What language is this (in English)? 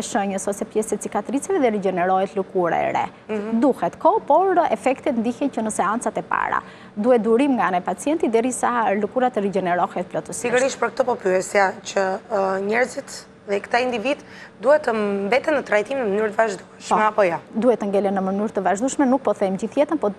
Albanian